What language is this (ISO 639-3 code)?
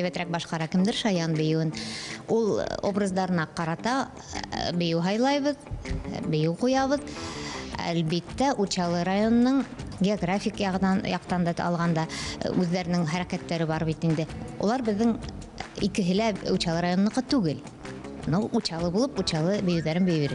bak